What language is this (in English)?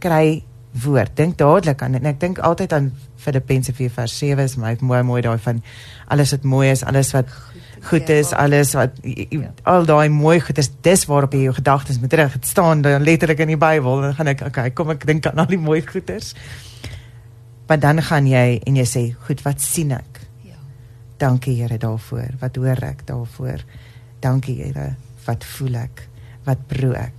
Afrikaans